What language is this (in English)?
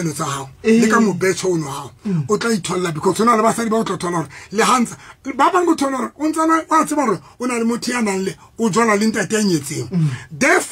Southern Sotho